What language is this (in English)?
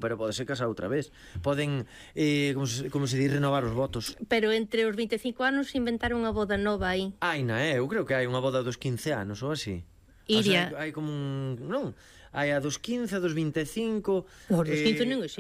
Galician